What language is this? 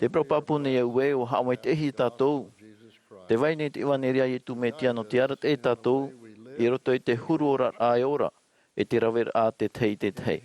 Tahitian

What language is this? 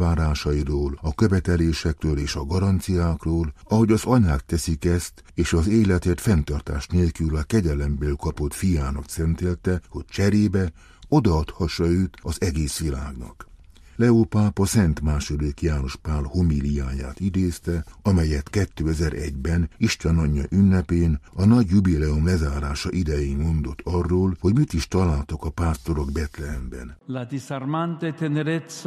Hungarian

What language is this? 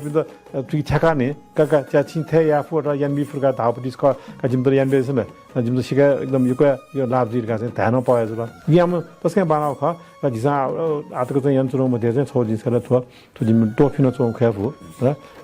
Newari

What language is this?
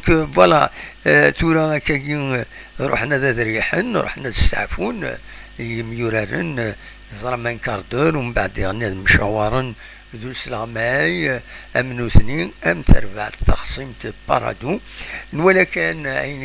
Kabyle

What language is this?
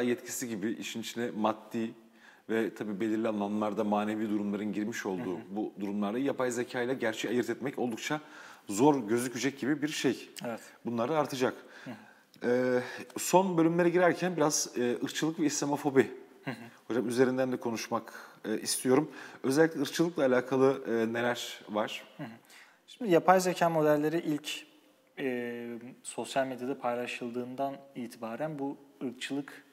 Turkish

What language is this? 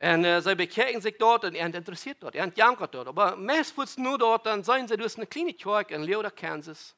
Plautdietsch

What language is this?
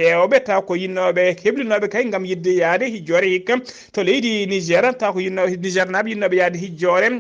Fula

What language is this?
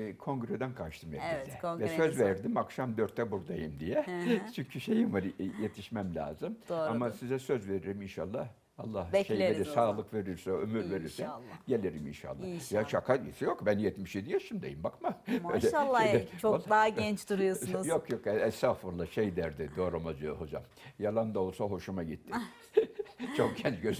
Turkish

